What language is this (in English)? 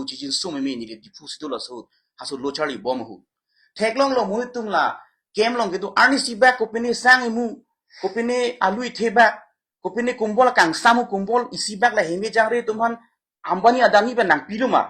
Karbi